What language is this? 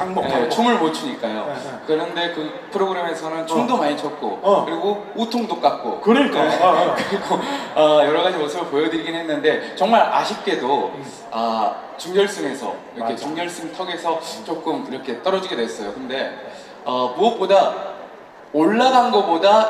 Korean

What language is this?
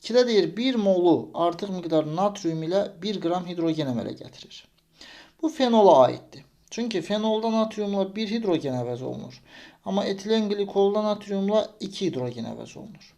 Azerbaijani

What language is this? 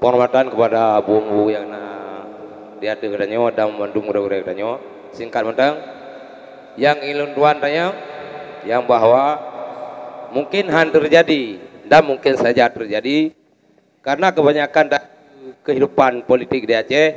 Achinese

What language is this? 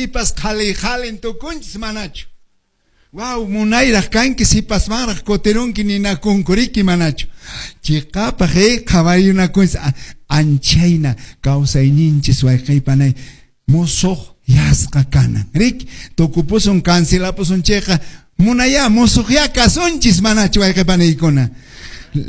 Quechua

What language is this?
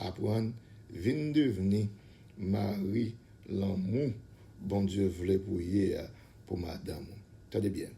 Haitian Creole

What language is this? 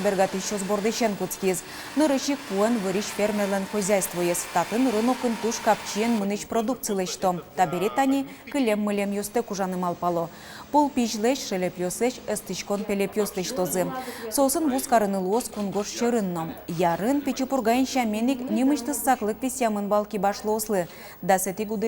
Udmurt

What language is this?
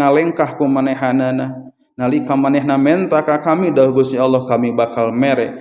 Sundanese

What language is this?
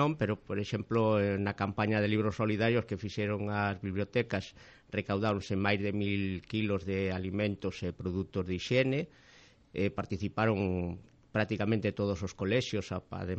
Galician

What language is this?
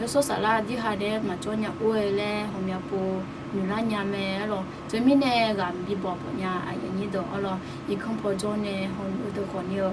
Akha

